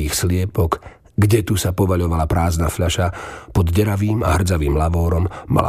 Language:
Slovak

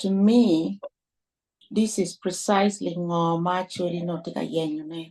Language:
Acoli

